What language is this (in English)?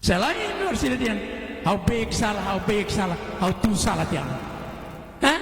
Tetum